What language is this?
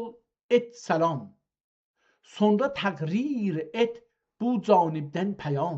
South Azerbaijani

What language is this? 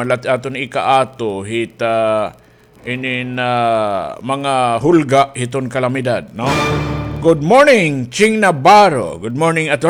Waray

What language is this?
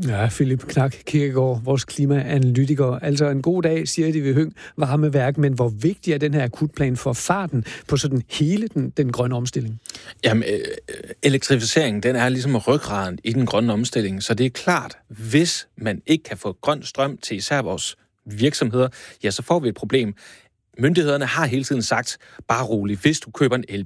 Danish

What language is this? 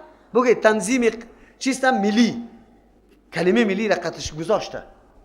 Persian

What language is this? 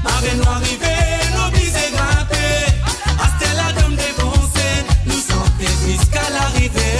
Morisyen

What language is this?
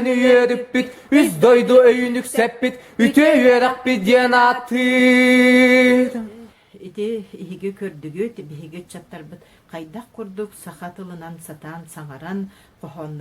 Yakut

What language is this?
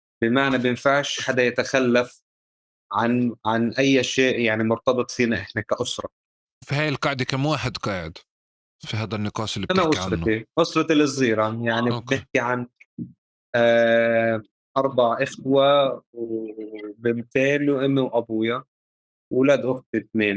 North Levantine Arabic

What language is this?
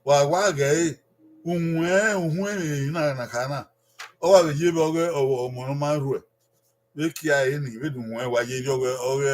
Bini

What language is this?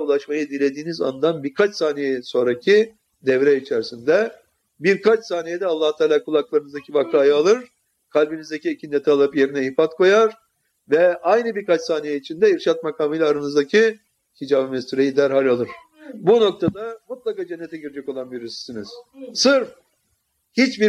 Turkish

